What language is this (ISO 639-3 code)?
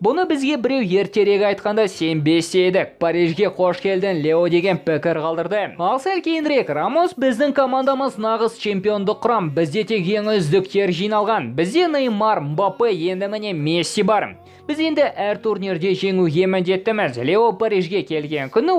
kaz